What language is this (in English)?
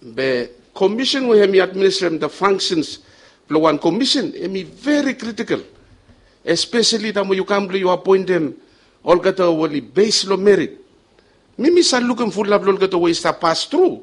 Bislama